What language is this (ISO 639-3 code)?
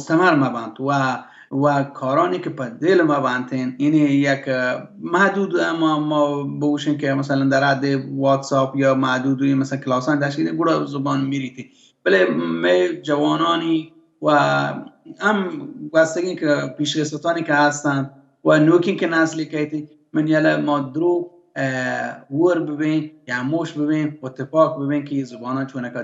bal